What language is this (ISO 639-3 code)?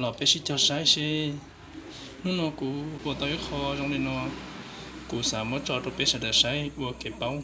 hmn